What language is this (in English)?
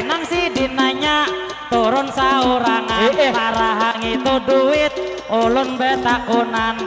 Banjar